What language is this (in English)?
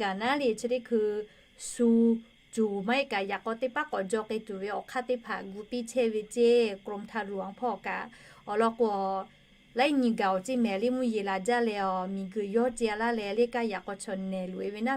Lahu